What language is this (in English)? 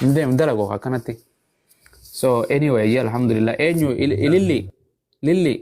Oromo